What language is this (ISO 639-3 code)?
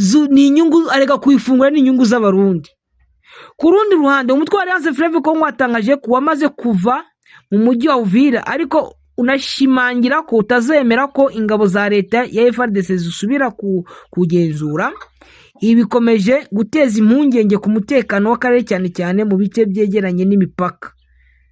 kin